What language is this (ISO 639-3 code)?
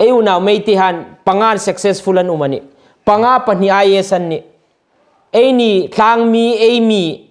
hmr